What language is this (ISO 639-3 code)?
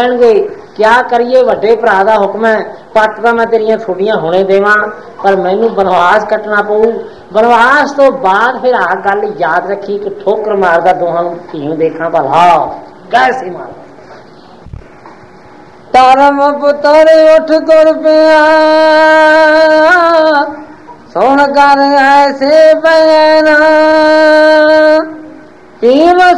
pan